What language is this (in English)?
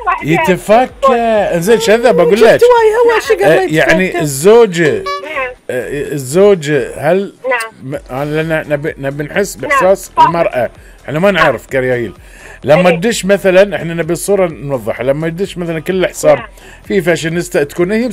Gulf Arabic